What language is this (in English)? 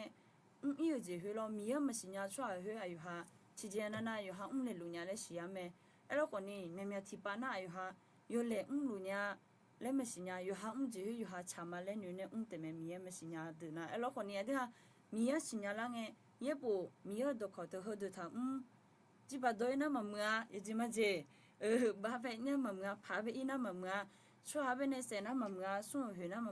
Akha